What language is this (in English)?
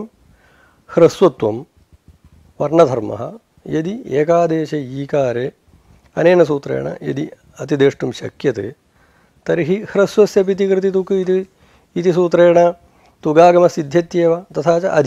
Sanskrit